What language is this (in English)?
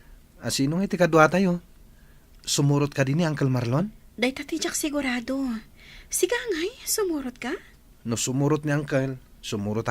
Iloko